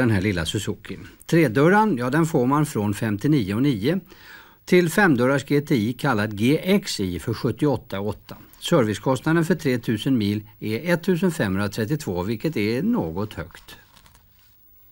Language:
Swedish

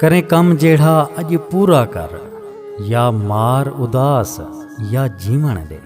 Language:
Saraiki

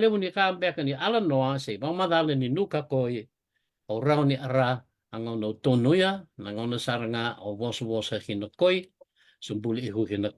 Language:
Fijian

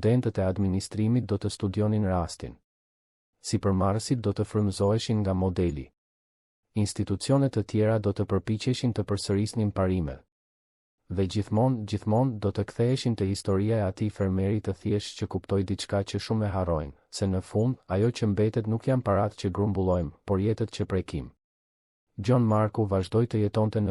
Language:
Albanian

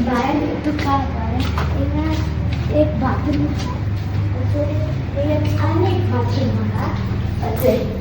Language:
Konkani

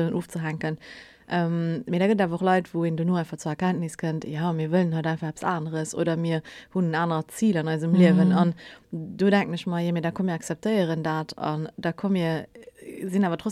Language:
Luxembourgish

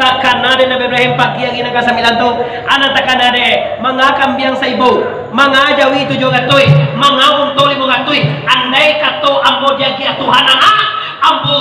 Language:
Minangkabau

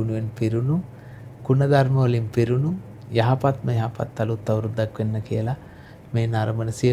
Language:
Sinhala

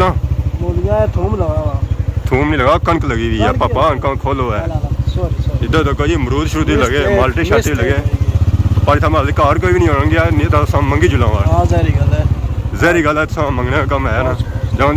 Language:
Pahari-Potwari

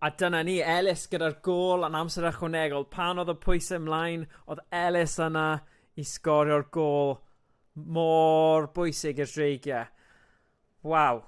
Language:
Welsh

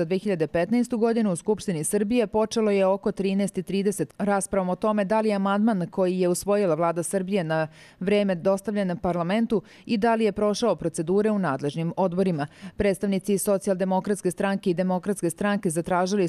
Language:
Serbian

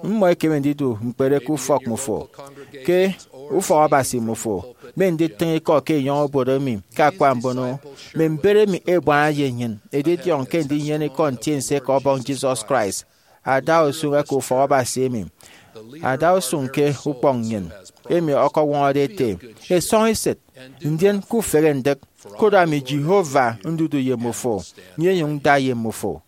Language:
Efik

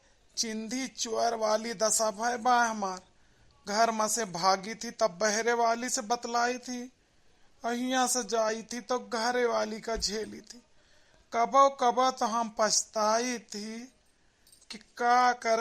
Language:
Awadhi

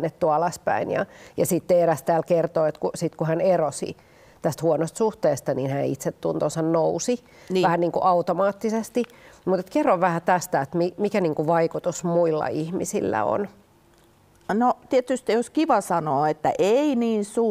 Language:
Finnish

